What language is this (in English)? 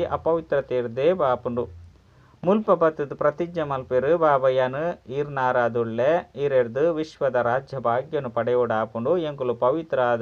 Tulu